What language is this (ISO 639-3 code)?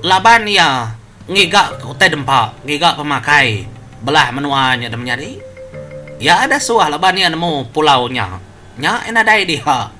iba